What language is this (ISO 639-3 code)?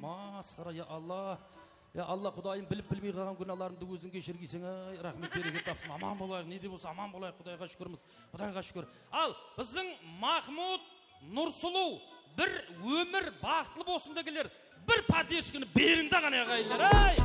kaa